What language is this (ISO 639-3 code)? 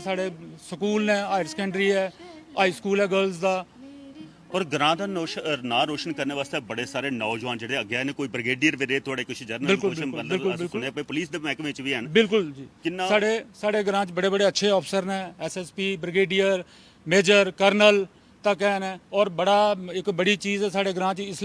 doi